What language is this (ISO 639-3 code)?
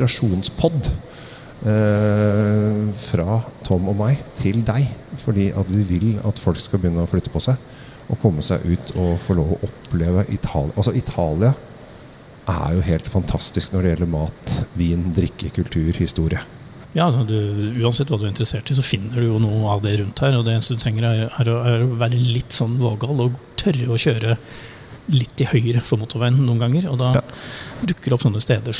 nor